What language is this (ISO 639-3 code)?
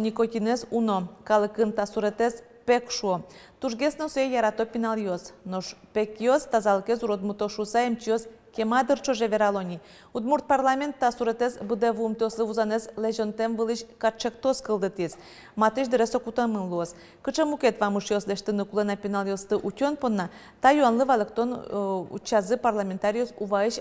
udm